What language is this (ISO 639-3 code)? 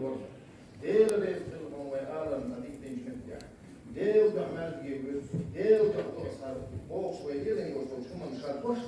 che